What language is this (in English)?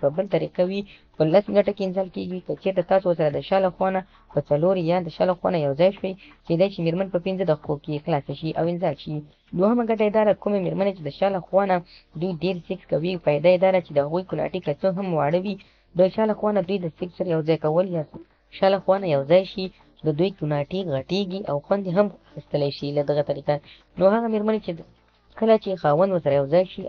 Pashto